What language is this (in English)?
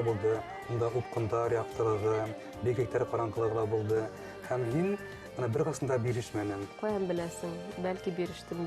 Bashkir